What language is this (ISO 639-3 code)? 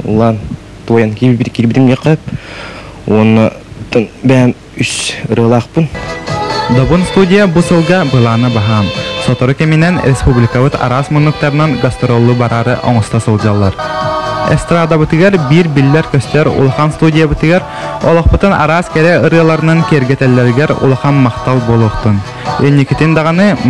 sah